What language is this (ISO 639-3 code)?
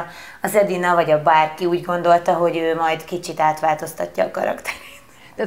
hun